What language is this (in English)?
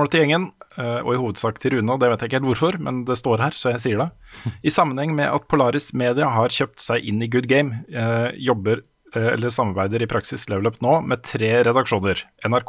Norwegian